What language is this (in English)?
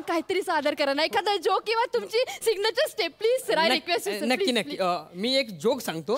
Marathi